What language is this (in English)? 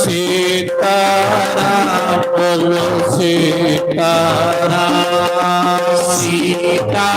Dogri